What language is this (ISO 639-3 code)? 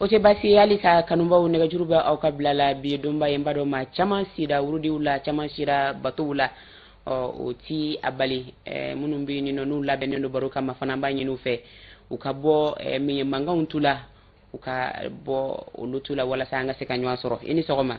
bam